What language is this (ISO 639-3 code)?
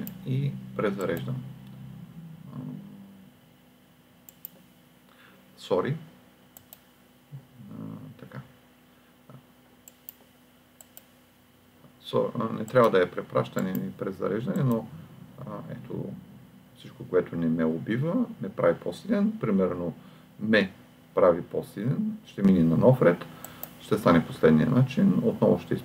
bul